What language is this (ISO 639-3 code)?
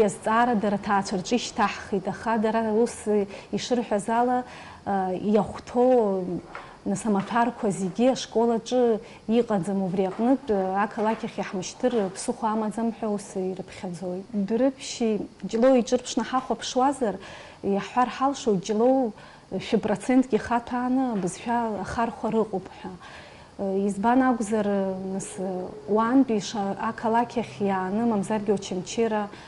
abk